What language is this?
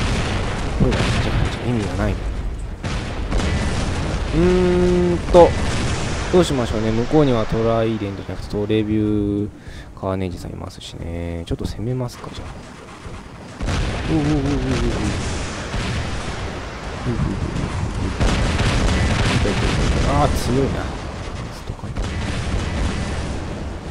Japanese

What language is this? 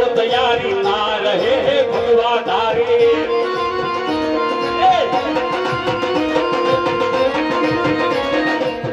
Gujarati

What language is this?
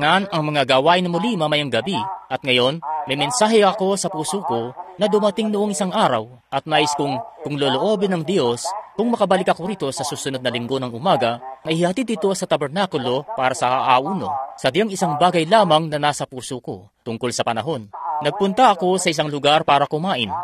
Filipino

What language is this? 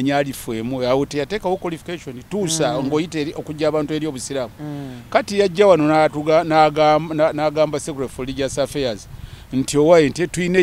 Ganda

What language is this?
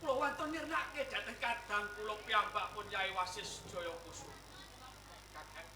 Javanese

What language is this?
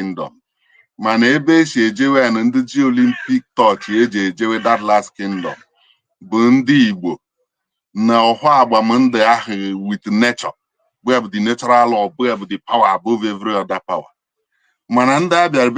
Igbo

